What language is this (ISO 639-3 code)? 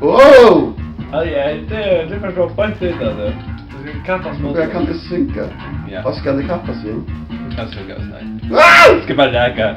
fao